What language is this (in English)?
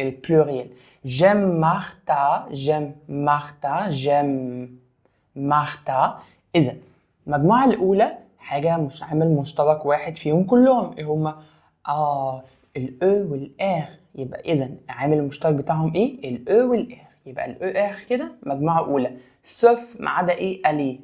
Egyptian Arabic